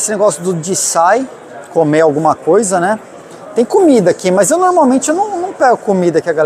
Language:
Portuguese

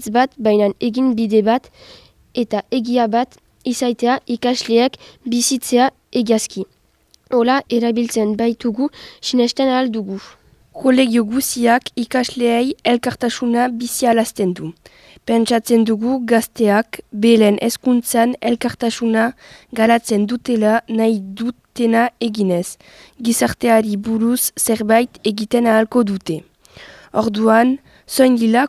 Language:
Basque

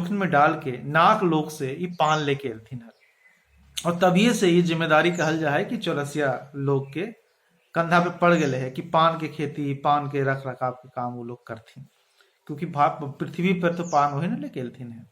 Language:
Magahi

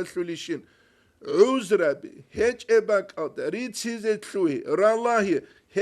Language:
Avaric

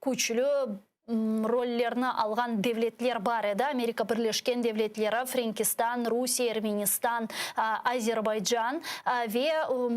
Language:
Crimean Tatar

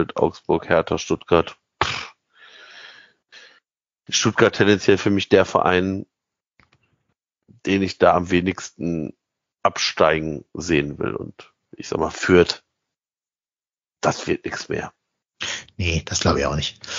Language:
German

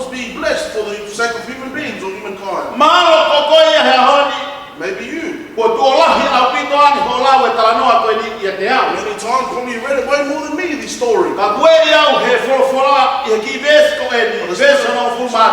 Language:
Tongan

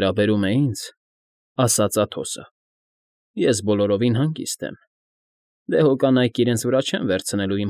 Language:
Armenian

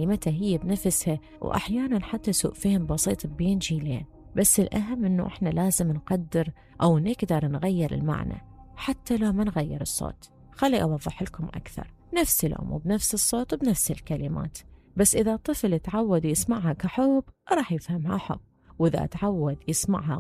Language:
Mesopotamian Arabic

